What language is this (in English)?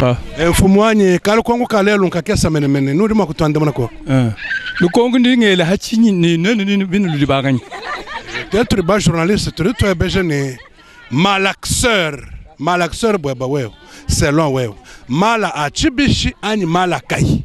Luba-Lulua